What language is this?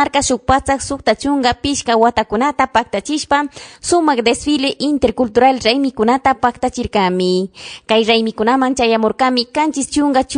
Chimborazo Highland Quichua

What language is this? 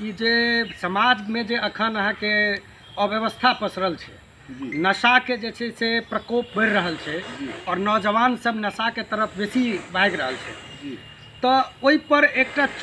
Maithili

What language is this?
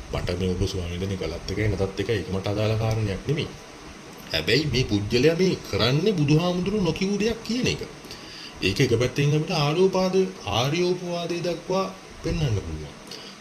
Sinhala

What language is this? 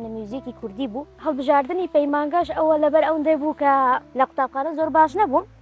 Central Kurdish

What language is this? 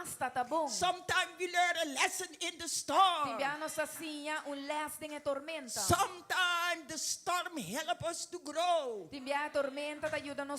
Papiamento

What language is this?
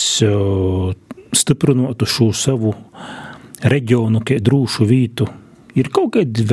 Latvian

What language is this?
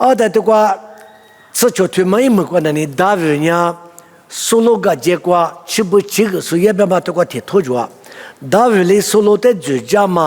Lisu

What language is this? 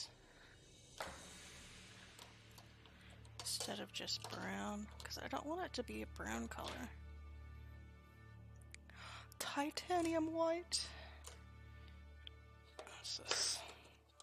English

